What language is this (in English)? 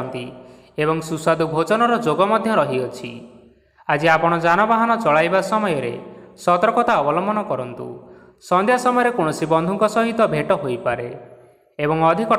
Odia